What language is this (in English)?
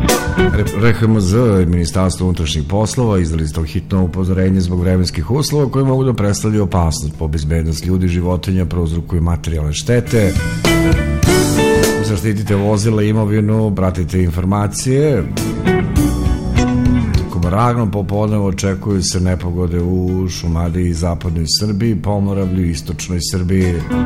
Serbian